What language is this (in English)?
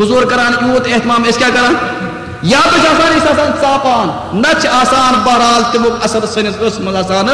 Kashmiri